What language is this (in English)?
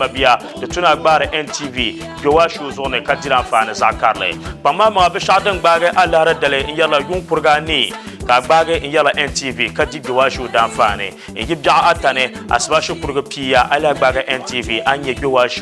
Dagbani